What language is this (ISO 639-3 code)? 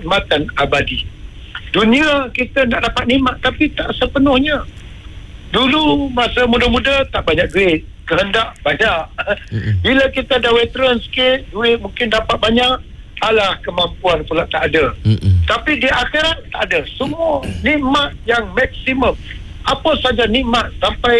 msa